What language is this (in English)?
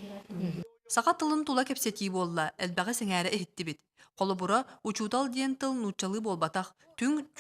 Yakut